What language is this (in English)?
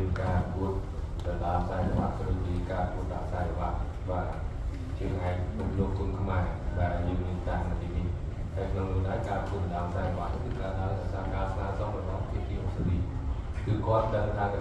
Khmer